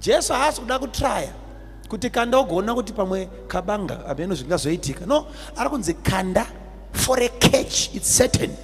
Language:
Shona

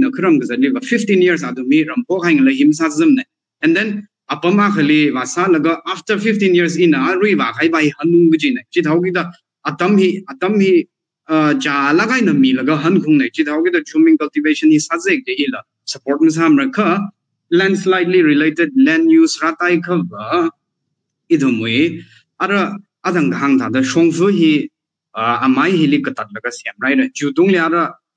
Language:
Tangkhul Naga (India)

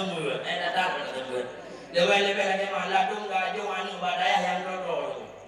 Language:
Achinese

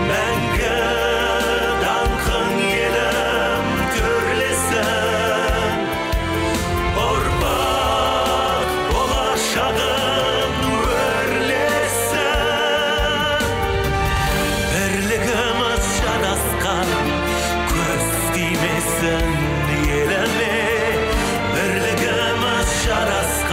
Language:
Kazakh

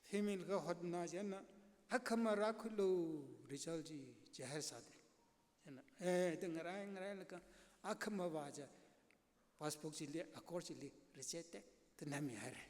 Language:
Tangkhul Naga (India)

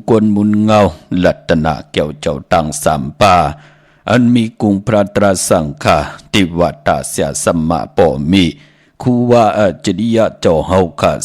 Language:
Shan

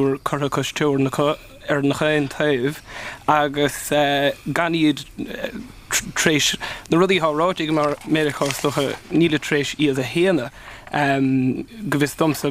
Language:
Irish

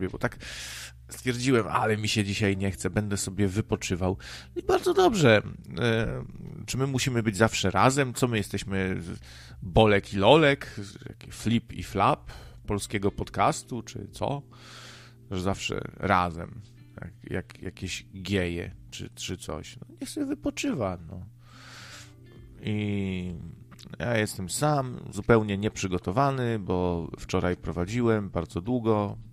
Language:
Polish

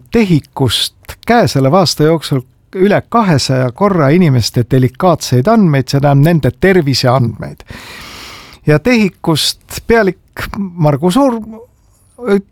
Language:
Estonian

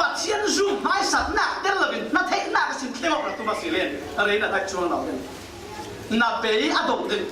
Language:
Falam Chin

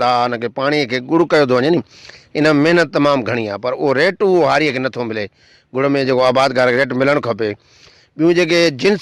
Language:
Sindhi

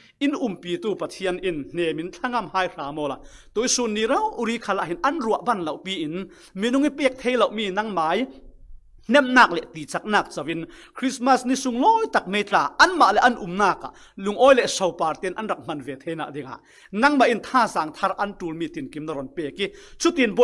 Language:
Falam Chin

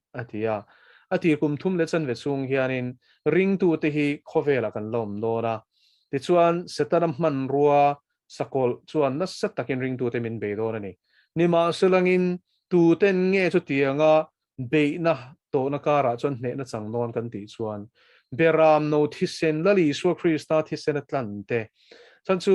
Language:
Mizo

